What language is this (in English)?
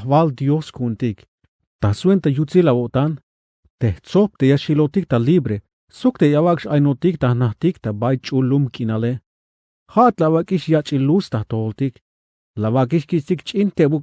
Tzeltal